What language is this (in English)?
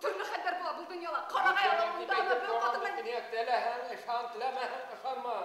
Bashkir